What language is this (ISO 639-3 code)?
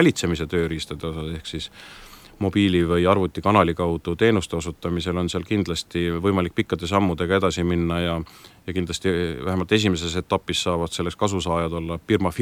est